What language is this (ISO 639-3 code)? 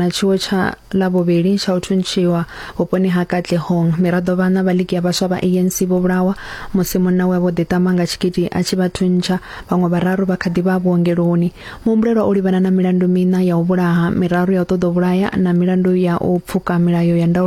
ven